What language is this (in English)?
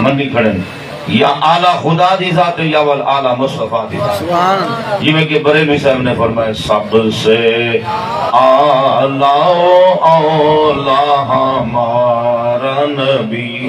Saraiki